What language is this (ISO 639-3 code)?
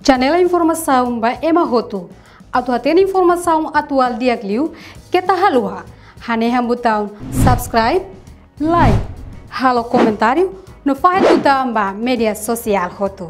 tet